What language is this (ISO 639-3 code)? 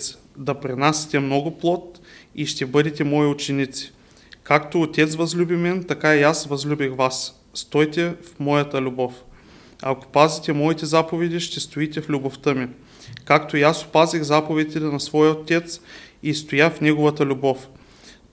bul